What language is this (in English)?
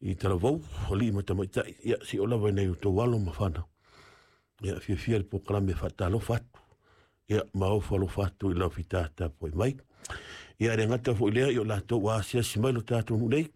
Samoan